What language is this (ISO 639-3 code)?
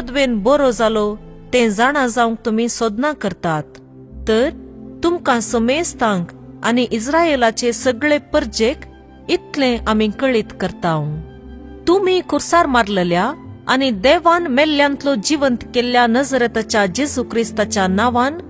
kok